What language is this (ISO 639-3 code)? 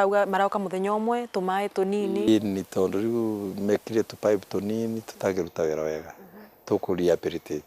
mer